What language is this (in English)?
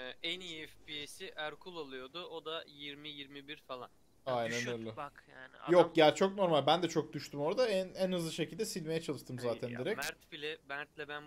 Turkish